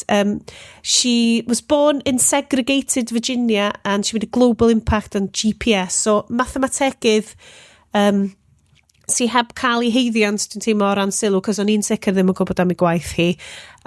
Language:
Welsh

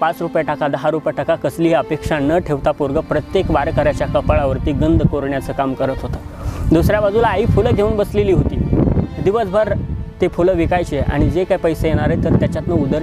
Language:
Marathi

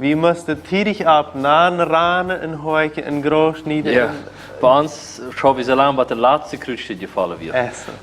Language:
Plautdietsch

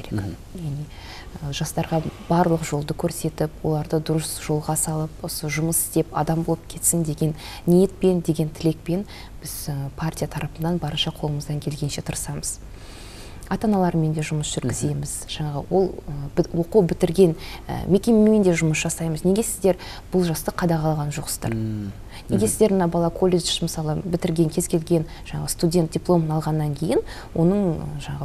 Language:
Kazakh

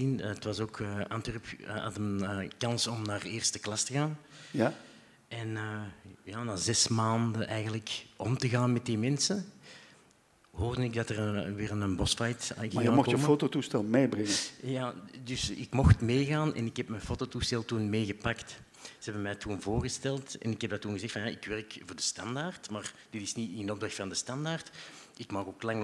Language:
Dutch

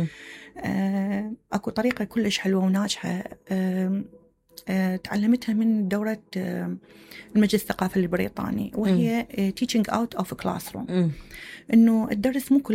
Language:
Mesopotamian Arabic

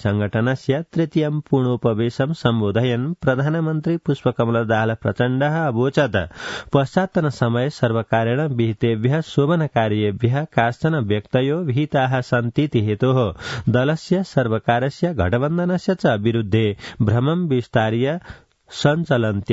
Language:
Sanskrit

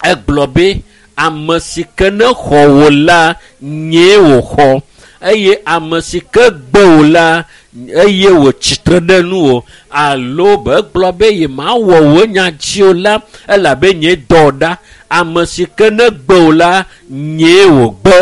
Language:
Ewe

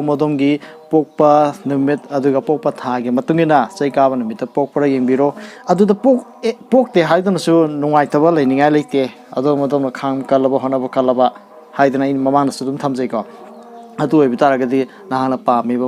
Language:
Manipuri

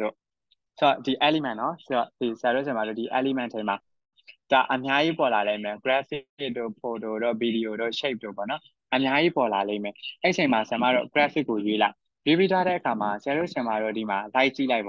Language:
Burmese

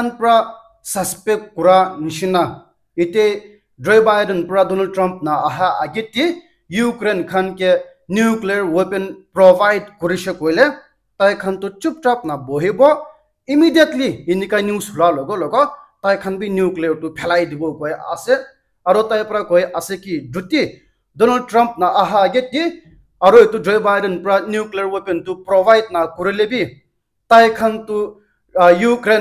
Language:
Naga Pidgin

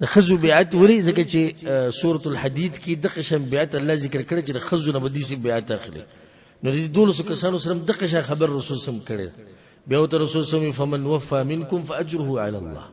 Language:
Pashto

